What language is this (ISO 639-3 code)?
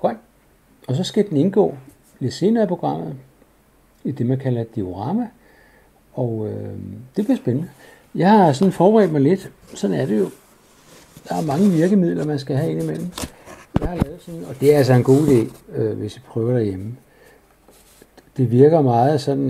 dan